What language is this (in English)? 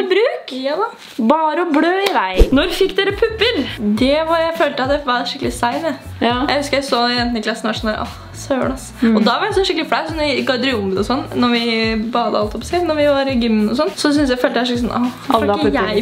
Norwegian